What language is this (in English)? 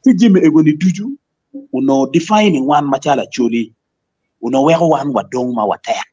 Acoli